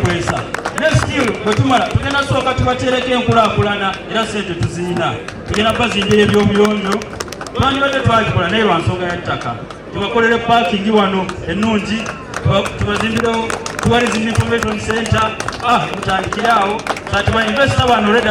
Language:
Soga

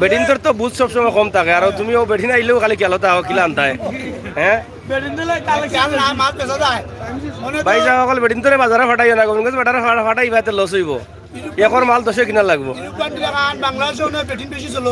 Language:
Sylheti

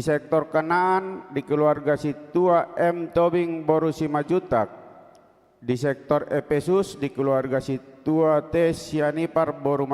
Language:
Batak Toba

